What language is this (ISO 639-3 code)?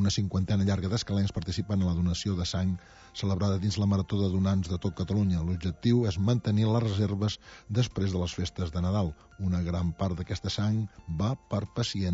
cat